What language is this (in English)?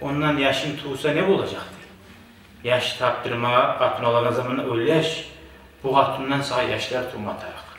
Kumyk